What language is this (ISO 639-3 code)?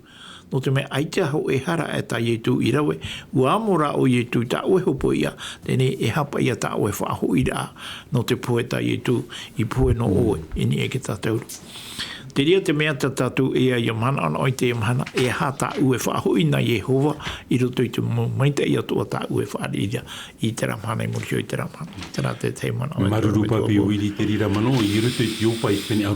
tah